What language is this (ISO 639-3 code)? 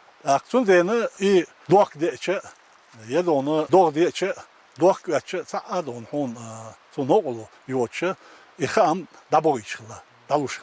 che